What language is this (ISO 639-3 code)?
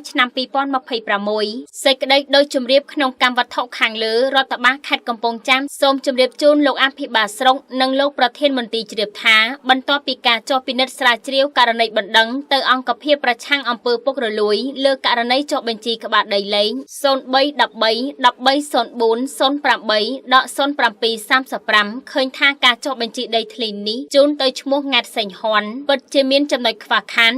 khm